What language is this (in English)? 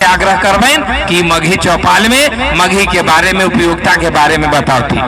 Magahi